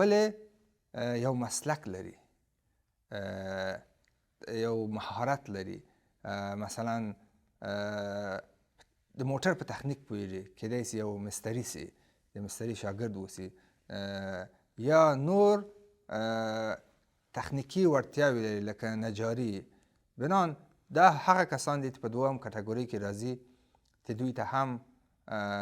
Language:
Pashto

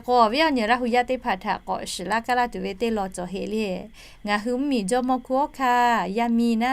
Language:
Lahu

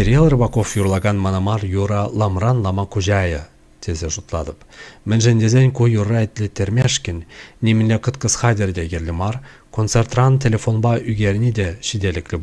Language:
Chuvash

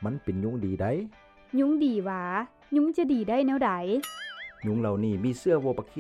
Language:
Lao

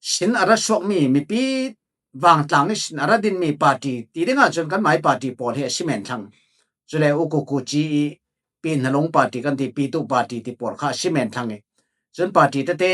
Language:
Falam Chin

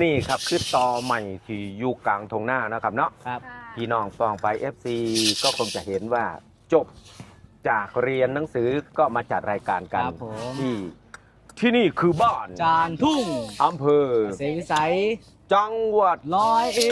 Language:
Northeastern Thai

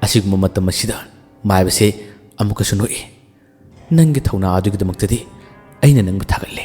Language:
Manipuri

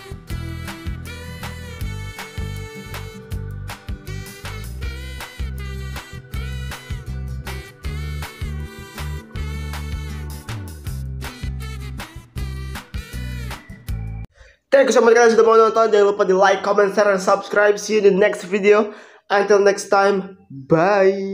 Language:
Indonesian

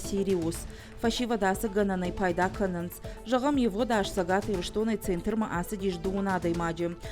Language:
Ossetic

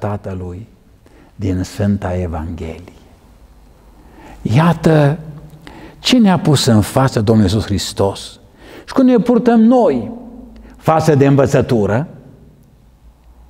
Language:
Romanian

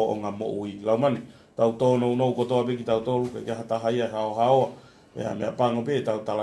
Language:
Tongan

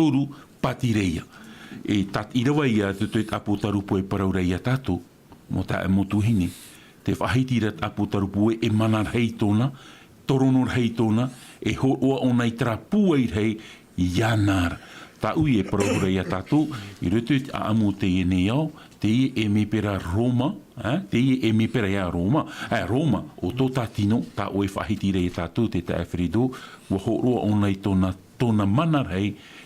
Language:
Tahitian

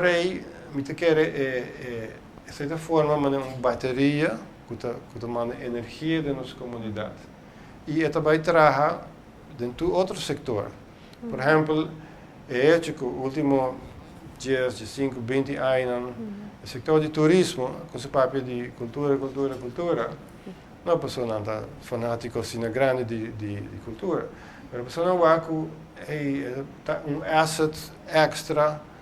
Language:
Papiamento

